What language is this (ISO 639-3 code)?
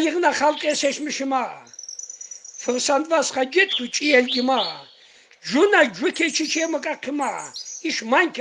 tkr